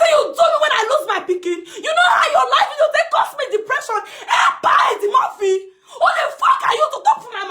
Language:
Nigerian Pidgin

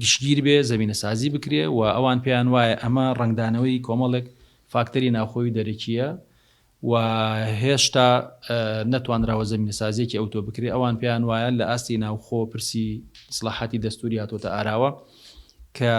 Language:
Central Kurdish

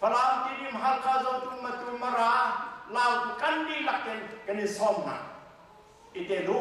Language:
Hakha Chin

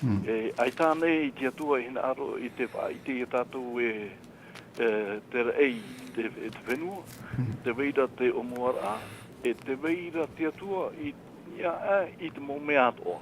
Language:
Tahitian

